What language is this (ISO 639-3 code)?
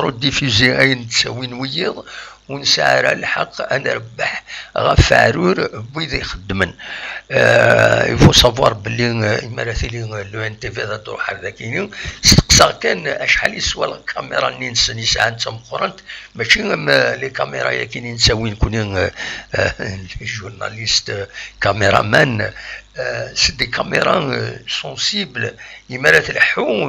kab